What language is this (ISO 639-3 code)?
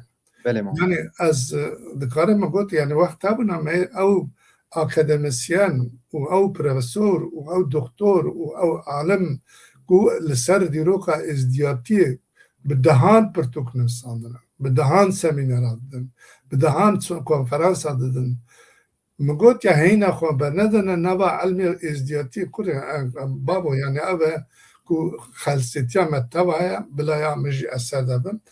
kur